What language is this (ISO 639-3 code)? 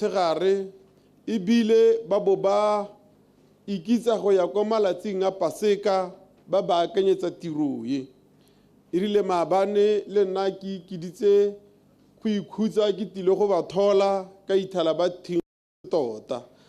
tsn